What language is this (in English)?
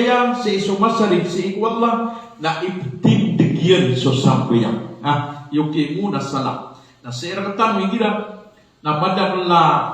Maranao